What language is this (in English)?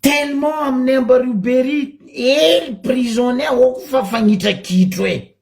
Malagasy